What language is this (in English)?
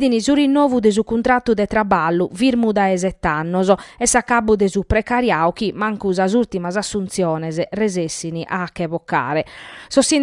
Sardinian